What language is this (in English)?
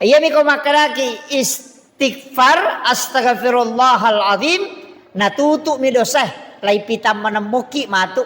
Buginese